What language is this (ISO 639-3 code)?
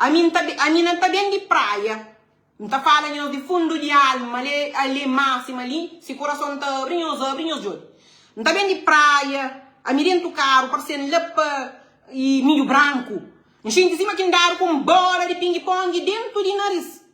kea